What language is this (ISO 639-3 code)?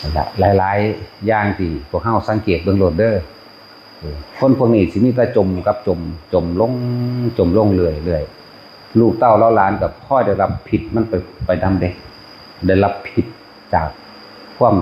tts